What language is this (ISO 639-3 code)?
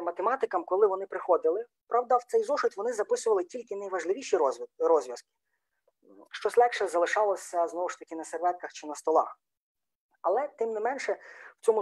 ukr